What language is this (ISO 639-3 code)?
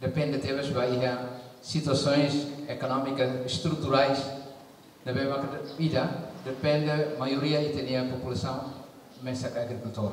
tet